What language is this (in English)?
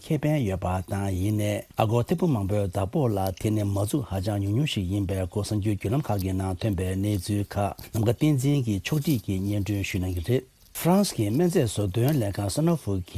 Tibetan